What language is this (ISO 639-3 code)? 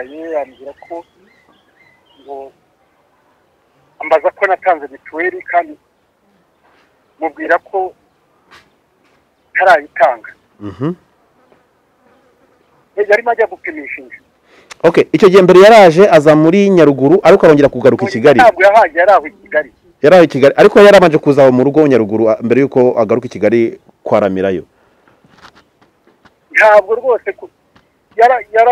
kin